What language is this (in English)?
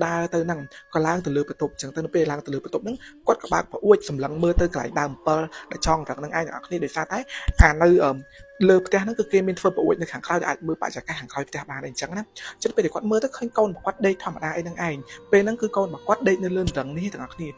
Khmer